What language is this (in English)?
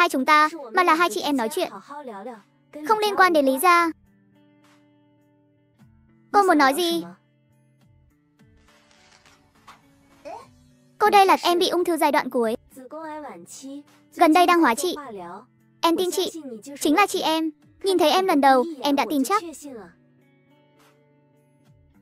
Vietnamese